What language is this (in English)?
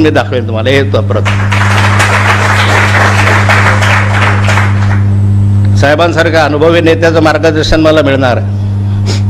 Marathi